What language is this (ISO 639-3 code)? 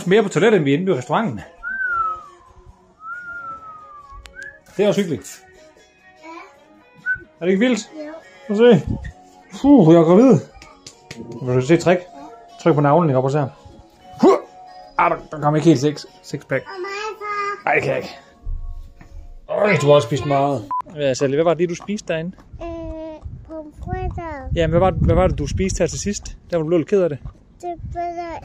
dan